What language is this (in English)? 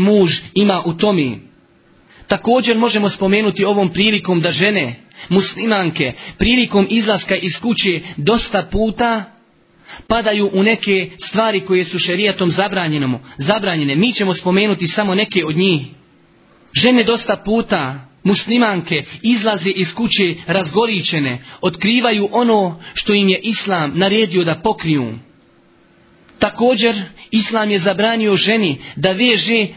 Bosnian